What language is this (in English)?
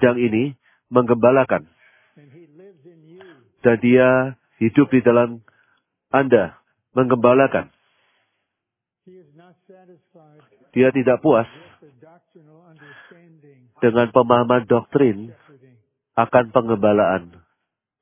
Indonesian